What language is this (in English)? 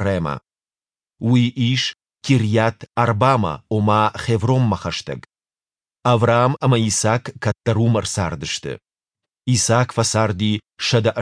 Ossetic